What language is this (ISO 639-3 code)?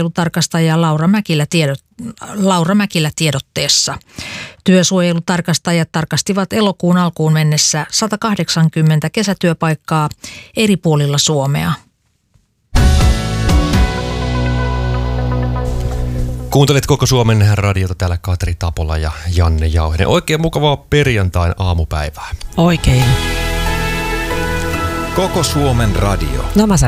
fin